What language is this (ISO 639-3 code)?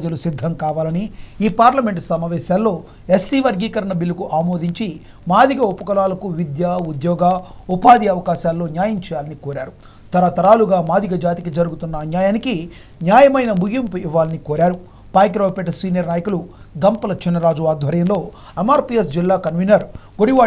tel